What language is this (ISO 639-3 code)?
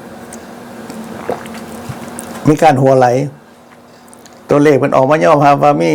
lao